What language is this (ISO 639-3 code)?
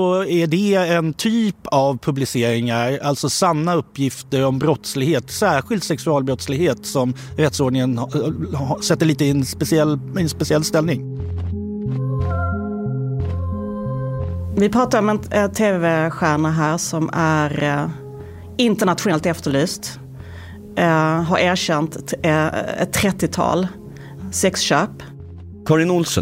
swe